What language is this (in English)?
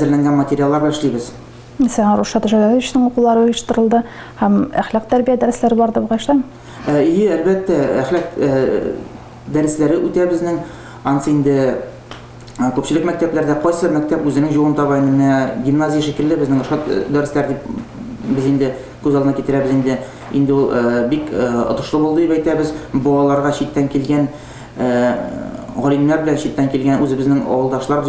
Tatar